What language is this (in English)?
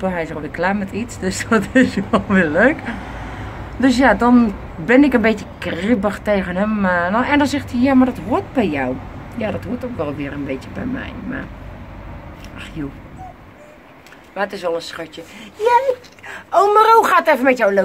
Dutch